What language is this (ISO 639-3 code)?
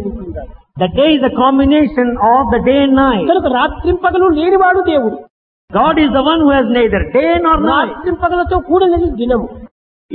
tel